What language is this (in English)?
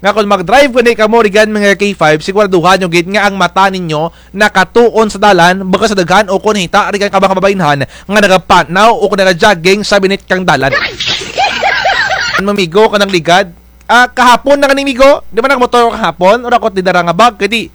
Kinaray-a